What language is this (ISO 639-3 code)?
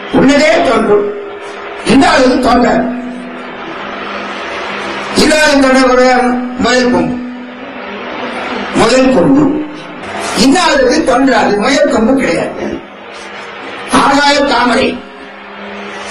tam